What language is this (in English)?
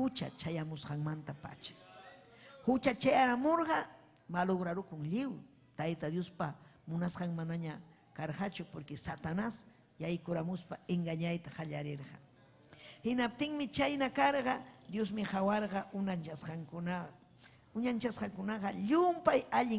Ayacucho Quechua